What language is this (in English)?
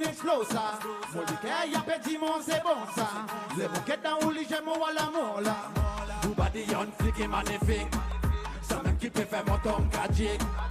Seselwa Creole French